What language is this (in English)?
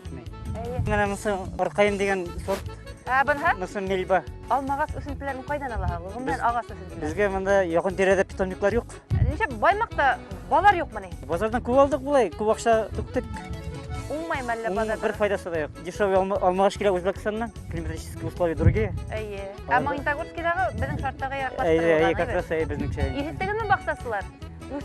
Bashkir